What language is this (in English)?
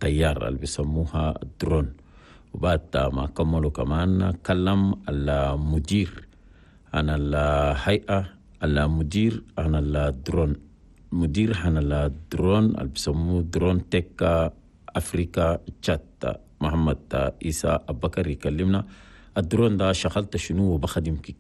Chadian Arabic